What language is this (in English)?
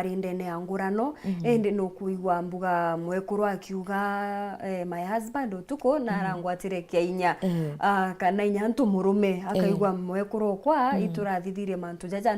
Meru